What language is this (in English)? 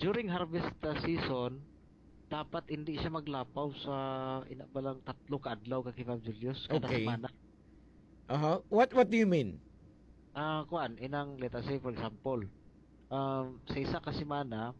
Hiligaynon